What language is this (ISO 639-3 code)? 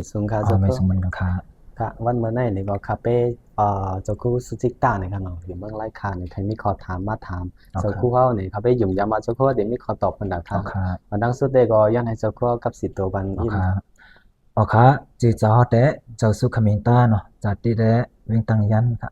shn